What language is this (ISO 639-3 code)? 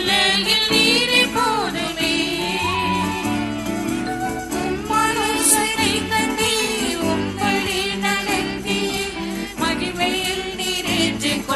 tam